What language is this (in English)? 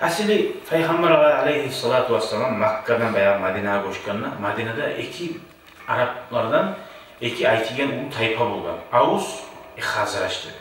Kumyk